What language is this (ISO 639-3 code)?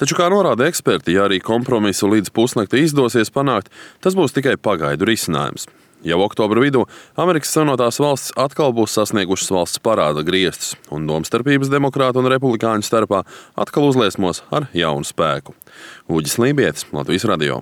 lav